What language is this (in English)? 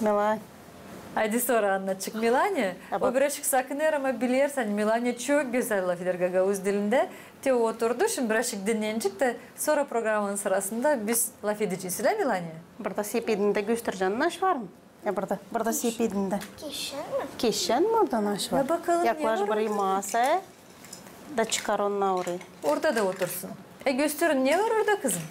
Gagauz